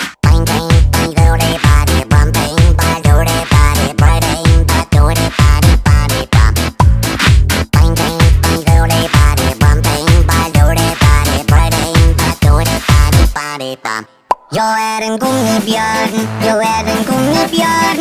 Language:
Swedish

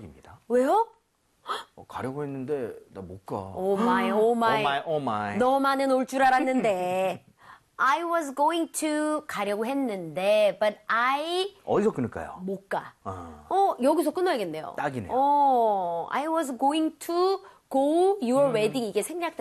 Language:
Korean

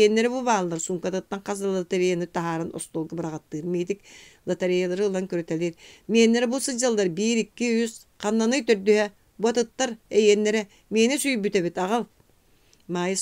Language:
Yakut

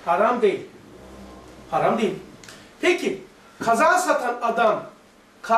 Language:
Turkish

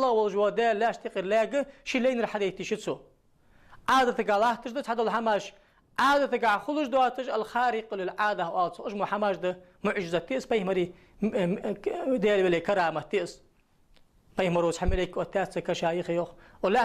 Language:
Ingush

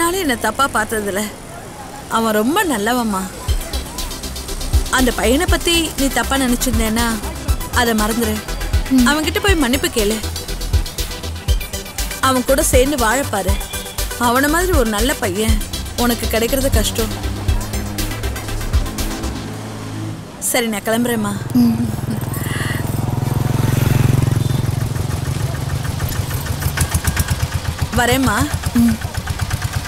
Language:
Tamil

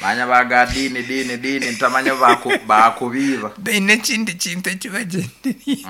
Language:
Nyankole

